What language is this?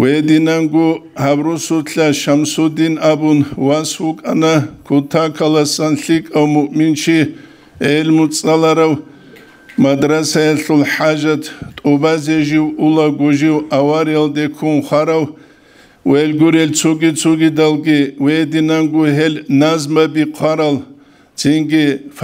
Avaric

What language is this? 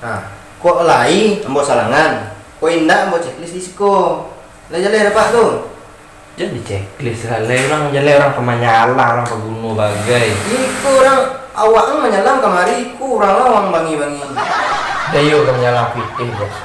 Minangkabau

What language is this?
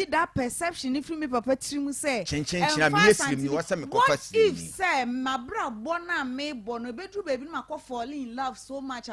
Akan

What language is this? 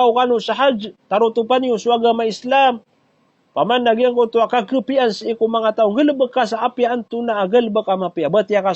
Maranao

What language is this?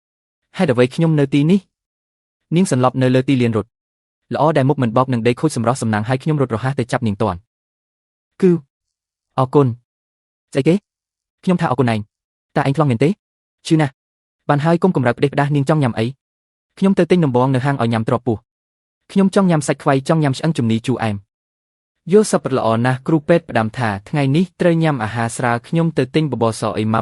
Khmer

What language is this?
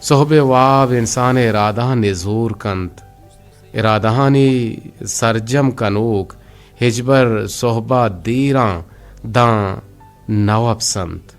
Eastern Balochi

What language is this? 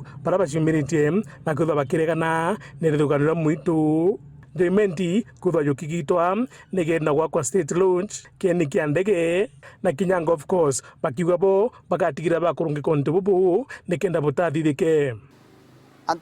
Meru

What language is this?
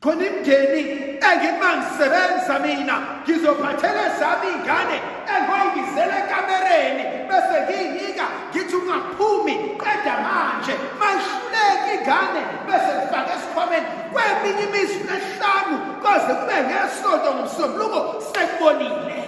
Zulu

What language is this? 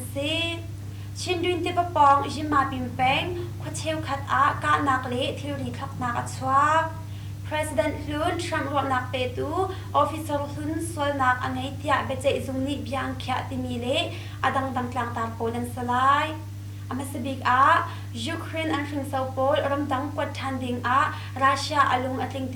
Hakha Chin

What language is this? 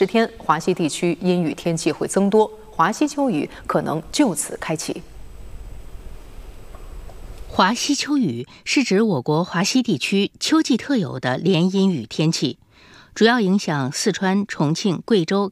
Chinese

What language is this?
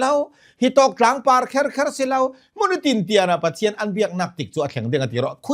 Hakha Chin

